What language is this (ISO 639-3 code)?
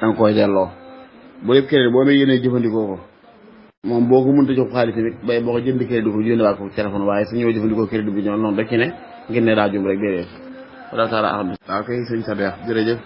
wol